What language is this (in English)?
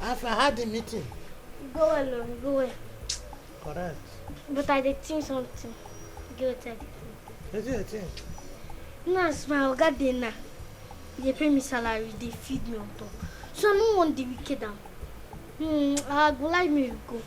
Nigerian Pidgin